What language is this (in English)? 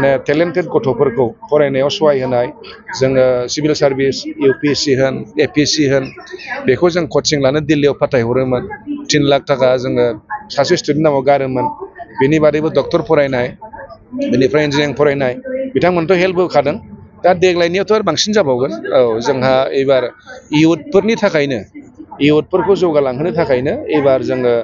Bodo